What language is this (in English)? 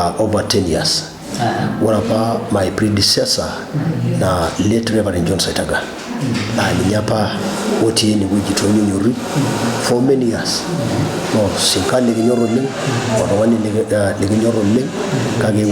Masai